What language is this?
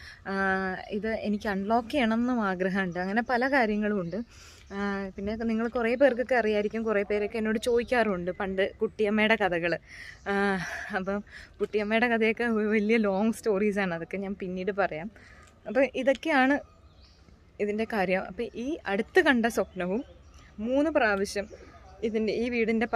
Malayalam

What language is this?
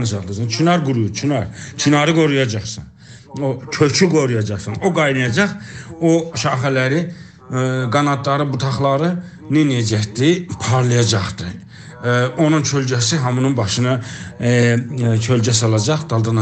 South Azerbaijani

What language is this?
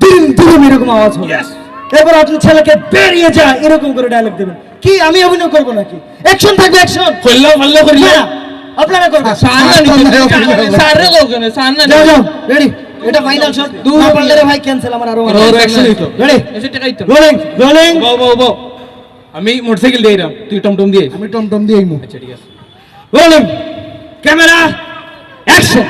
Sylheti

